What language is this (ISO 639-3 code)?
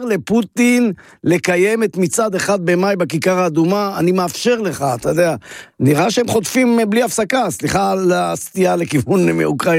heb